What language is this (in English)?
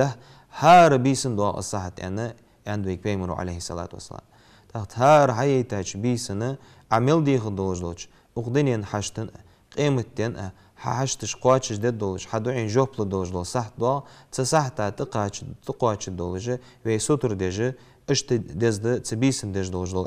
Ingush